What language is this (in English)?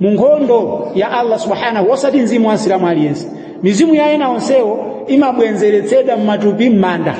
Nyanja